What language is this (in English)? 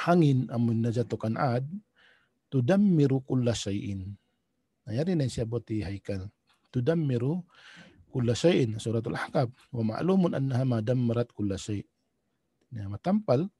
Tausug